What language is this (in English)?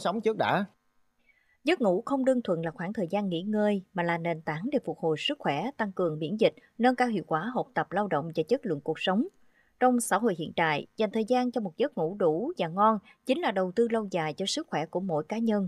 Vietnamese